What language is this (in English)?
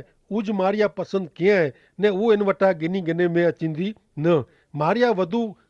Kachhi